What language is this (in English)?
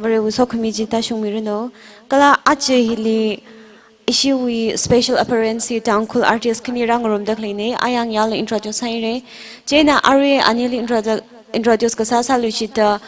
Tangkhul Naga (India)